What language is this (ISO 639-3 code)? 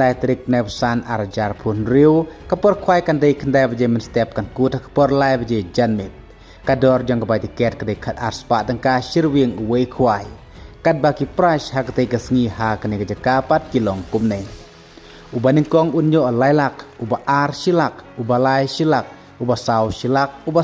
kha